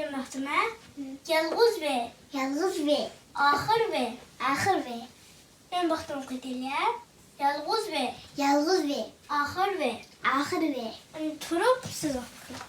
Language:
Uyghur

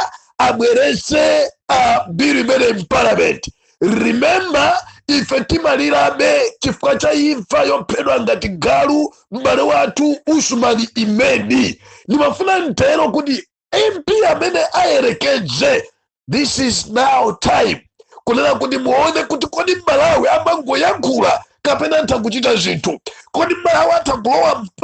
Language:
Nyanja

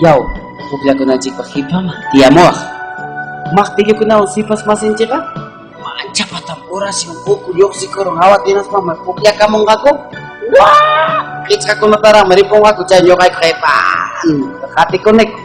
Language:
Ayacucho Quechua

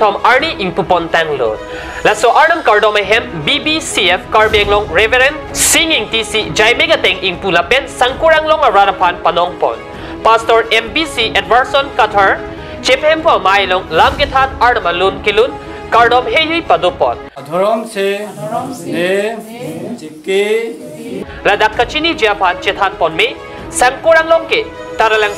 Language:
Karbi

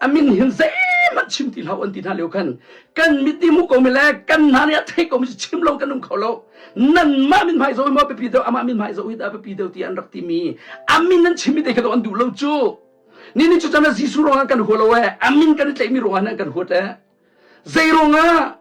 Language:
Hakha Chin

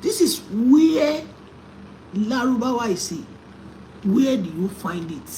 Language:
Yoruba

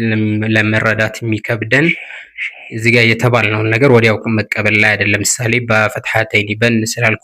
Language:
Amharic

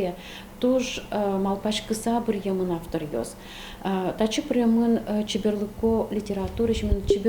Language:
Udmurt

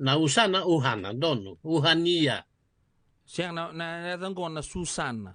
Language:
Fijian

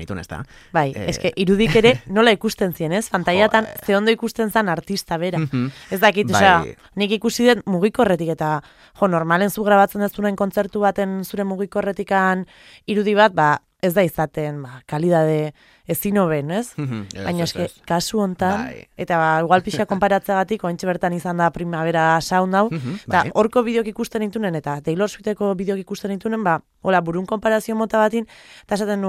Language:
Basque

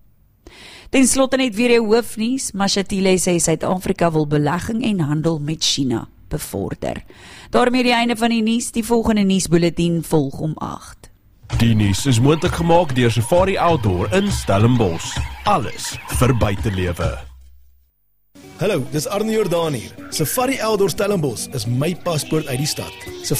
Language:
Afrikaans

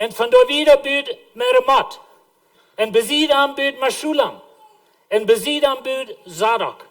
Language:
Plautdietsch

